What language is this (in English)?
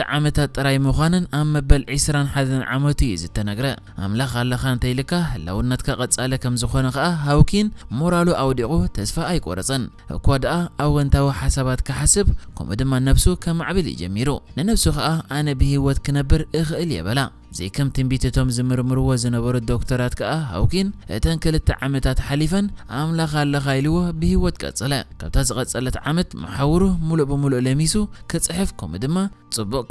Tigrinya